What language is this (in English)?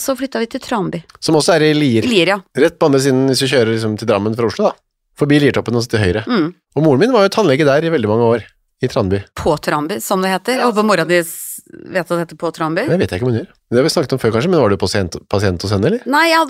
Norwegian